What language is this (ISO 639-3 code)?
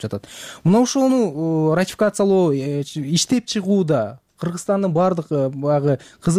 kir